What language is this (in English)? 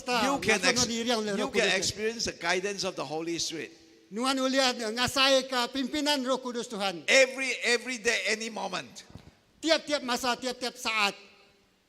Iban